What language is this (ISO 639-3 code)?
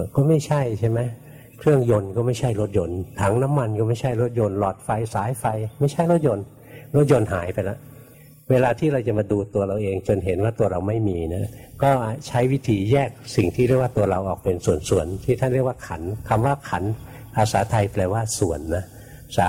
tha